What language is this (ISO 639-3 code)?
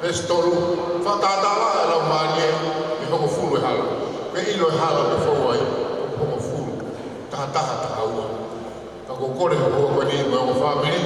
ton